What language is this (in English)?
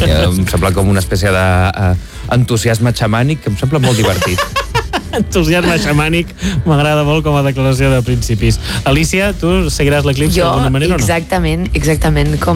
Catalan